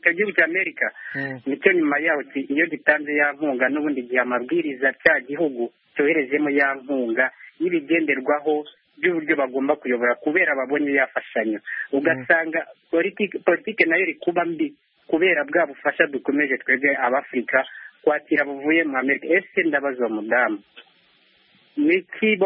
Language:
Kinyarwanda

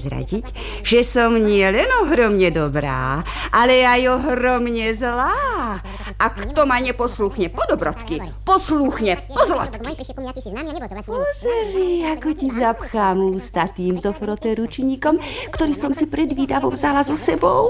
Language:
Slovak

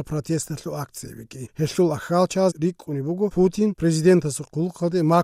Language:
Avaric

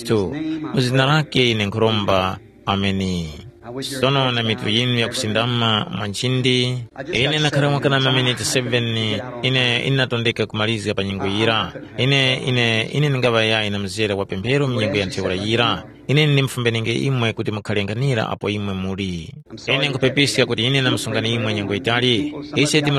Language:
Tumbuka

